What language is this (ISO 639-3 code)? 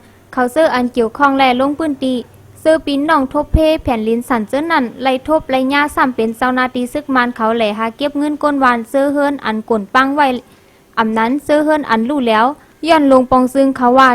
shn